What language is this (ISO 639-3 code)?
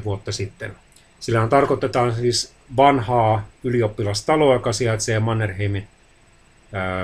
fin